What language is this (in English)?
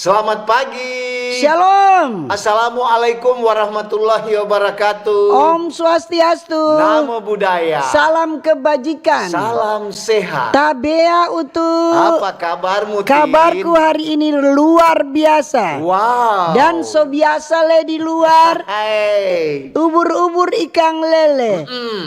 Manado Malay